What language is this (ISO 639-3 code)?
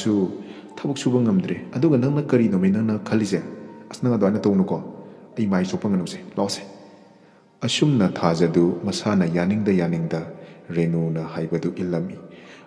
mni